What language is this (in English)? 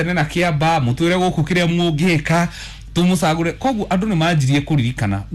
Kikuyu